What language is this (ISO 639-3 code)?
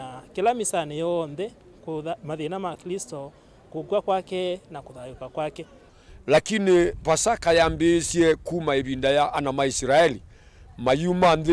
kam